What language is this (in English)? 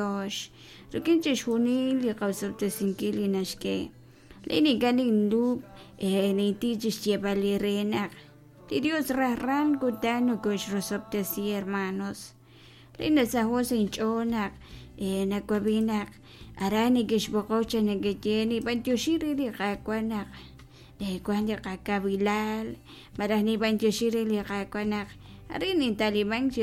Kekchí